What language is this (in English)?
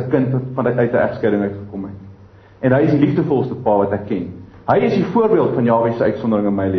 Afrikaans